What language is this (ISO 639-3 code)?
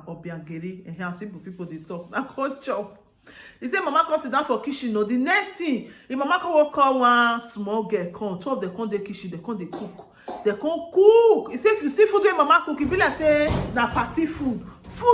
pcm